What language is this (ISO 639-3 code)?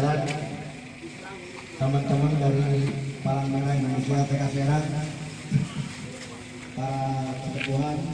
ind